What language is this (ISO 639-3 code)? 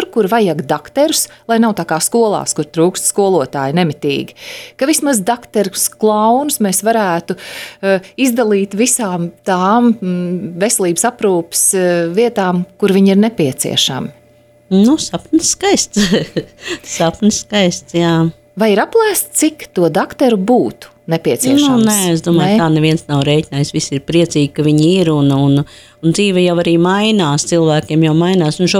lav